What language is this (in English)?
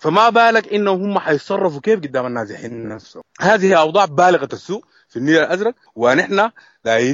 Sudanese Arabic